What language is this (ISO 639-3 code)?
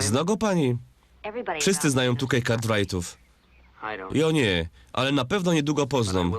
szl